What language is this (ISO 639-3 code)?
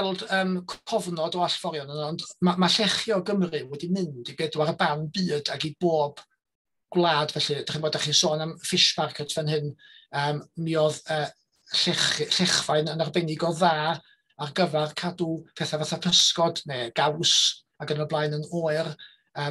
cym